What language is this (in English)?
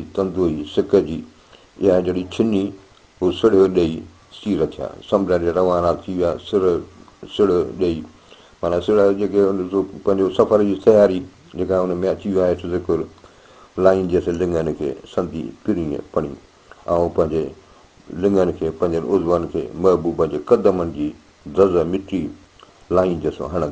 Sindhi